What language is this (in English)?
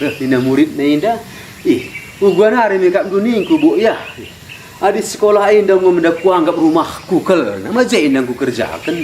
Batak Karo